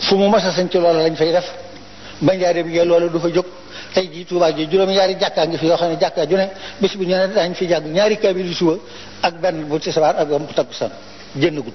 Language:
Wolof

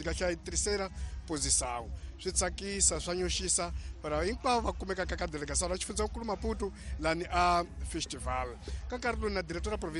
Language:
Tsonga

